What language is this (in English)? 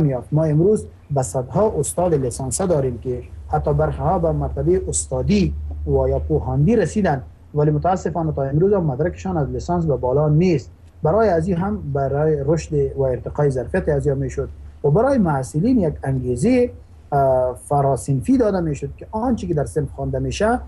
Persian